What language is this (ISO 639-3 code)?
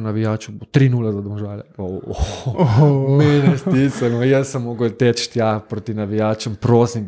slv